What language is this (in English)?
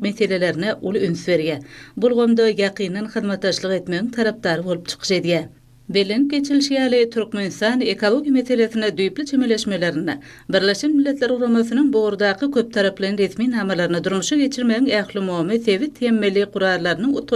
Turkmen